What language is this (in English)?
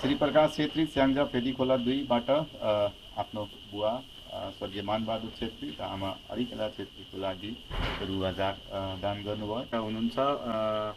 Nepali